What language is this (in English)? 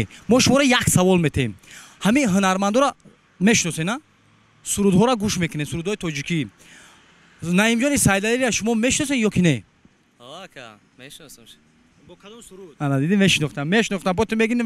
Tajik